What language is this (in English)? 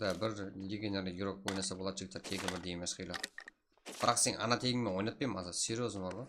Kara-Kalpak